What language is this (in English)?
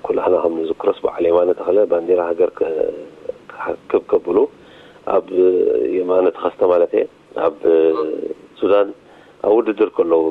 Tigrinya